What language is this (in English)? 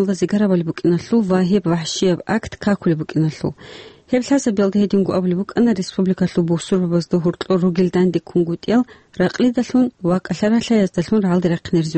Avaric